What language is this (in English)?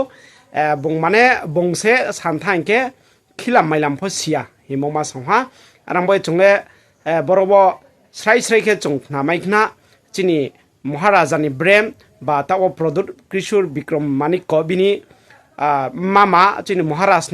Riang (India)